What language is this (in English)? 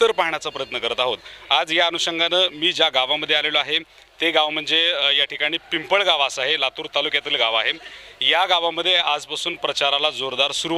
Marathi